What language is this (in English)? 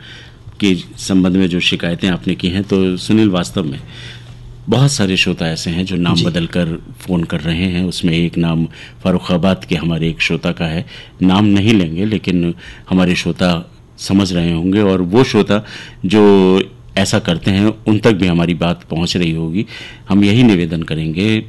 Hindi